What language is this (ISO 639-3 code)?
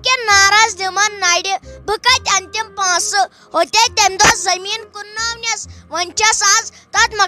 kas